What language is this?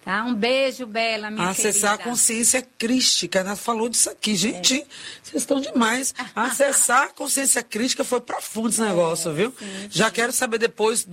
Portuguese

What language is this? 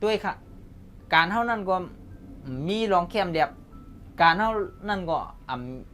Shan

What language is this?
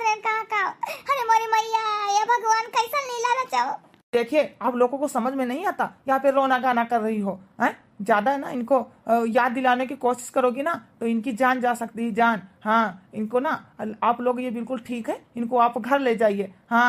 Awadhi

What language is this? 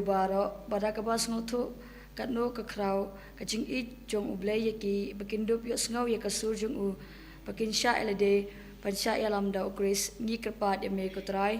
Khasi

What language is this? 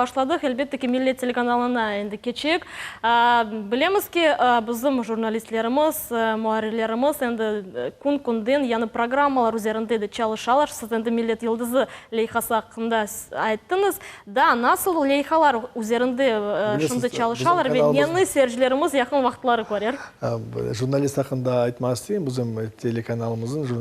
Crimean Tatar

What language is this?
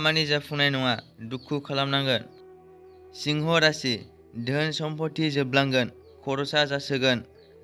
Bodo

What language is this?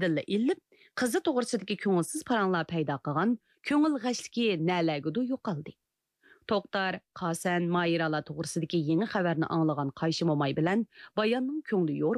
Uyghur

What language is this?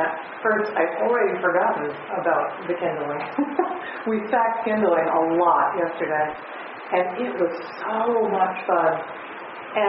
English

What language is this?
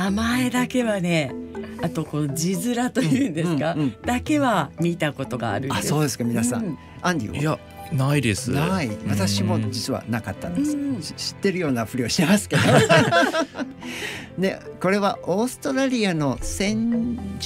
Japanese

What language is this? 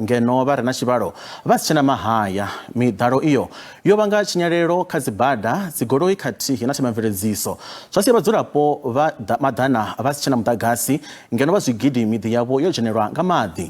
Venda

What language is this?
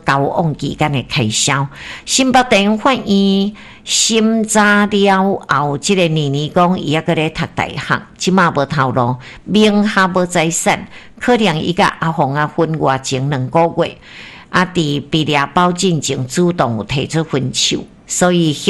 Min Nan Chinese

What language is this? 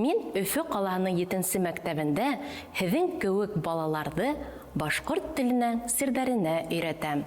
Bashkir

